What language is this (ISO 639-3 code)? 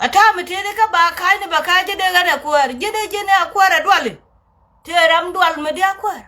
nus